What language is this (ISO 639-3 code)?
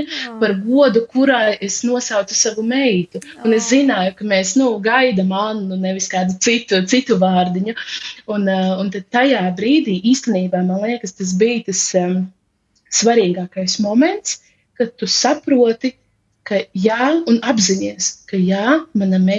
lav